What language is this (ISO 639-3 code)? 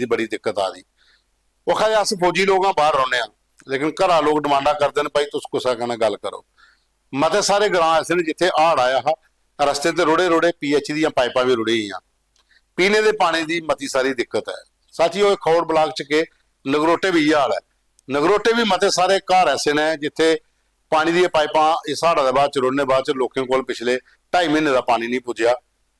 doi